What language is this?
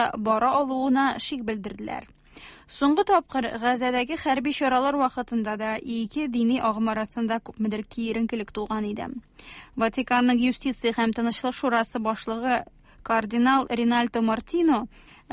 Tatar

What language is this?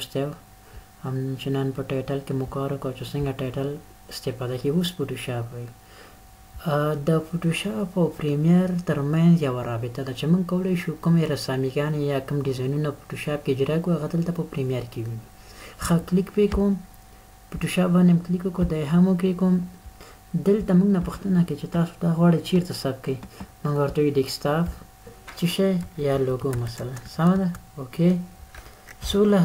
Pashto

